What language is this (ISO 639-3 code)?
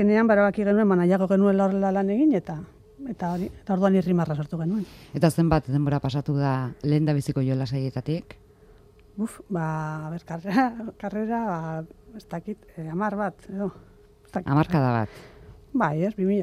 eus